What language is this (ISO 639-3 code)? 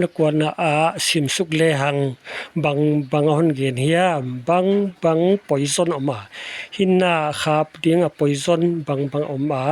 pck